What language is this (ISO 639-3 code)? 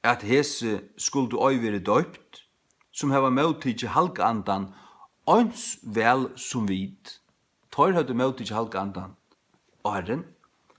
fao